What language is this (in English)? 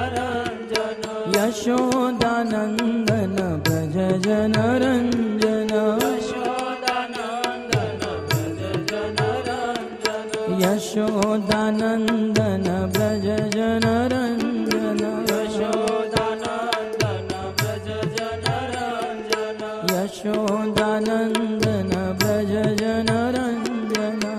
Gujarati